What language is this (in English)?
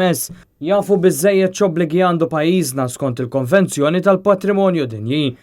Maltese